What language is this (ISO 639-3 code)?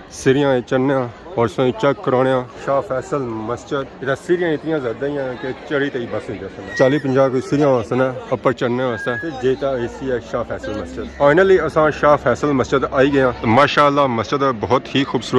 phr